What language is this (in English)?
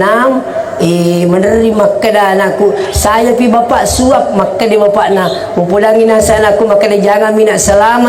Buginese